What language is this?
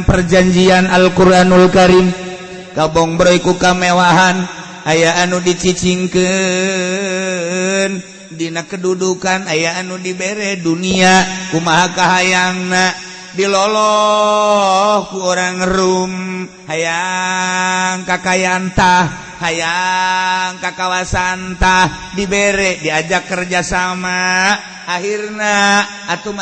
Sundanese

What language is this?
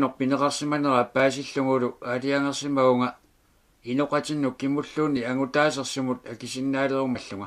Kalaallisut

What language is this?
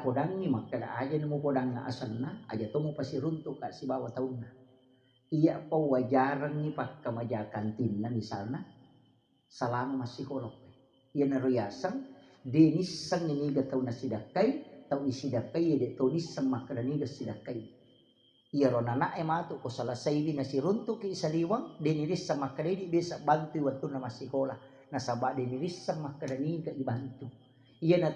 Buginese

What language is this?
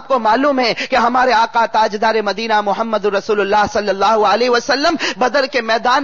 Urdu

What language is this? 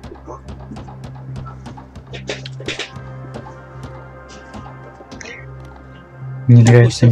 Russian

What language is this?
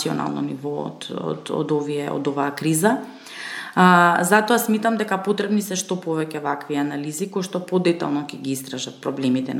Macedonian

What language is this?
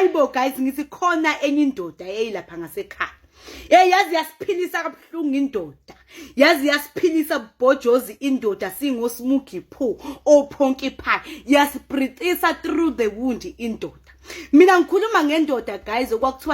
Zulu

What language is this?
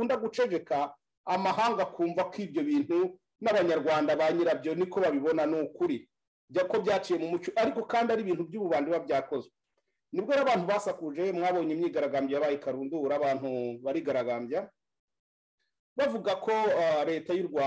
Kinyarwanda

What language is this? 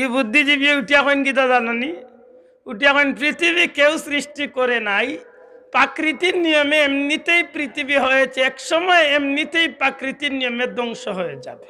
Sylheti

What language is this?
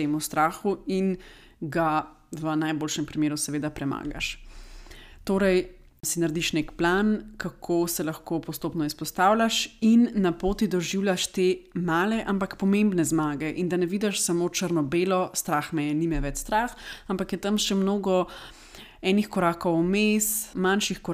Slovenian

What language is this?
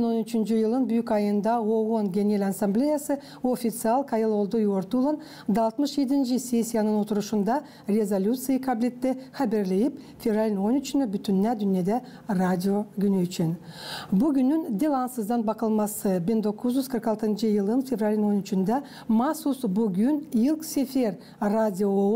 Gagauz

